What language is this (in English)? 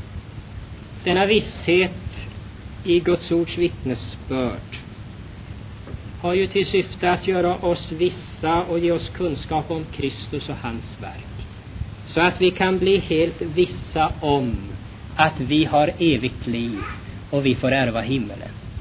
Swedish